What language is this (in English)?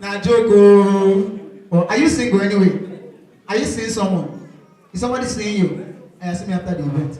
Nigerian Pidgin